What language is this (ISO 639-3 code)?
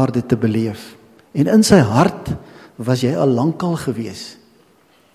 afr